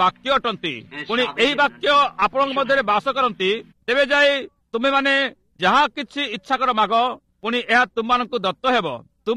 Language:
Odia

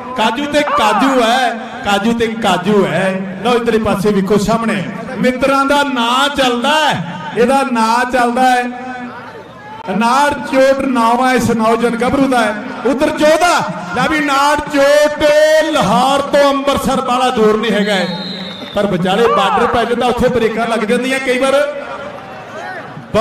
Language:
Punjabi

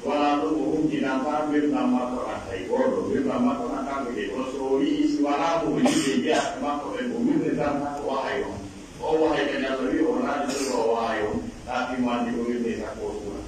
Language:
Pular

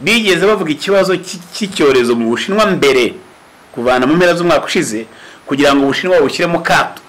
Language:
Kinyarwanda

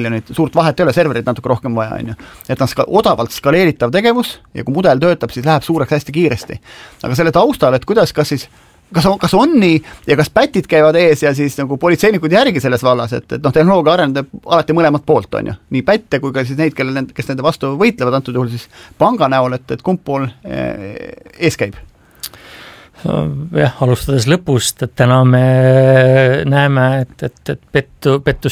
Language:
Estonian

